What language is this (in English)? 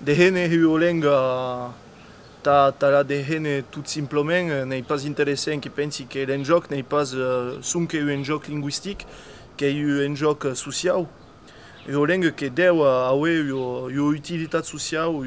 Occitan